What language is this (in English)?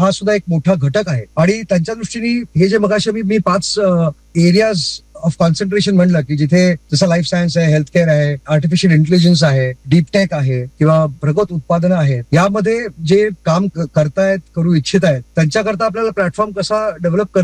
Marathi